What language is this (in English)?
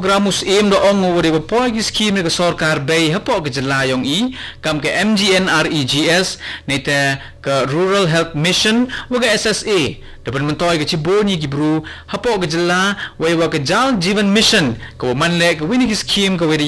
Khasi